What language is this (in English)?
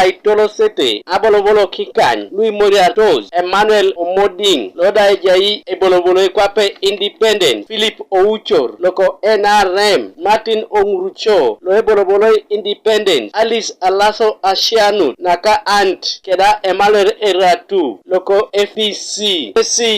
Teso